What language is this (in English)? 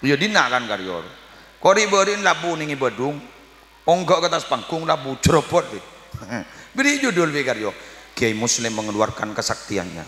Madurese